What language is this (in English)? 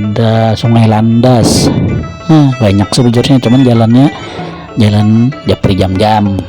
Banjar